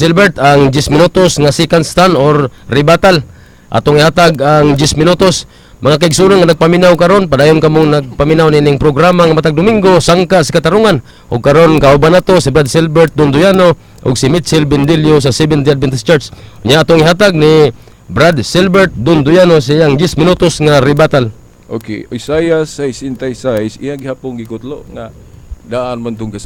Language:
Cebuano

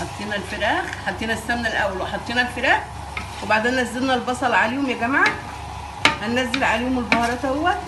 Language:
Egyptian Arabic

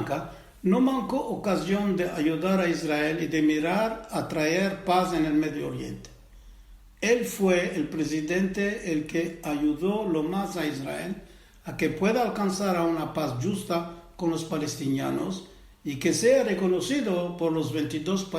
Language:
Ladino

